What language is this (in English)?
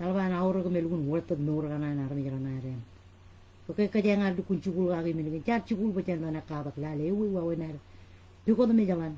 Marshallese